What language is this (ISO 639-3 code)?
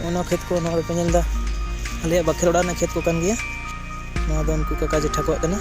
sat